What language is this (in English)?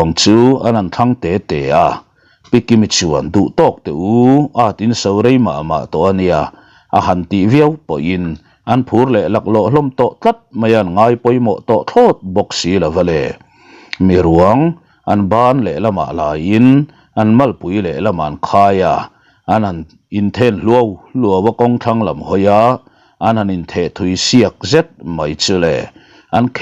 Mizo